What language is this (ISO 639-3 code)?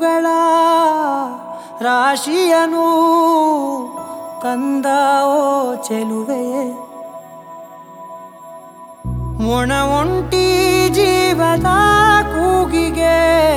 kan